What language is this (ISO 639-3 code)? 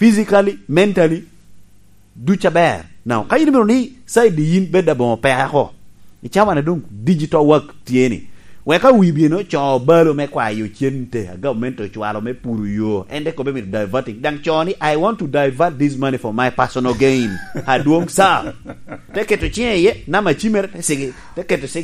laj